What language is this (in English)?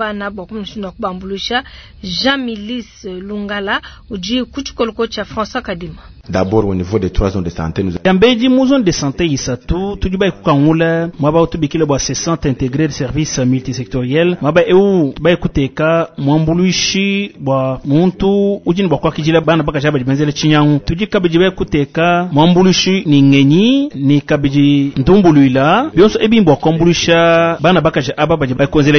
Luba-Lulua